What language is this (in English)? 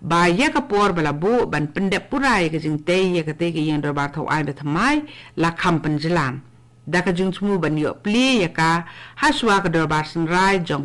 Khasi